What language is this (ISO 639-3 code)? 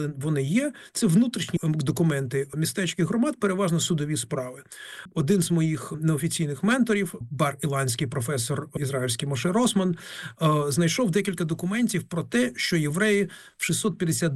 ukr